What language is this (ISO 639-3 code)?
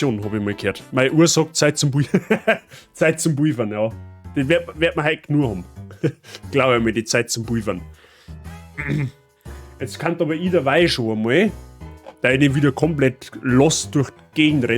bar